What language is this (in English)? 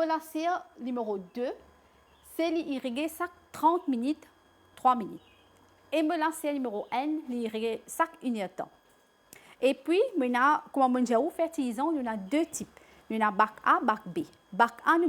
Morisyen